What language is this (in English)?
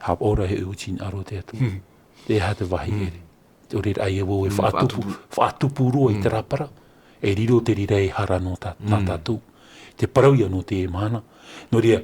Tahitian